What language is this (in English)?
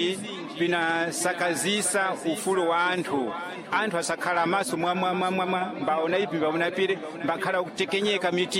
Sena